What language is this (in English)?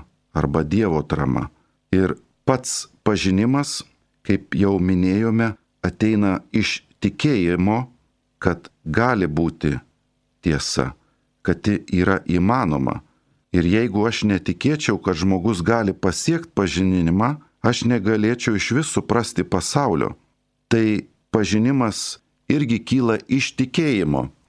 Lithuanian